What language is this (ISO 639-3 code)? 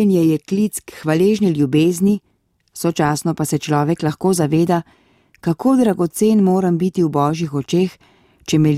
slv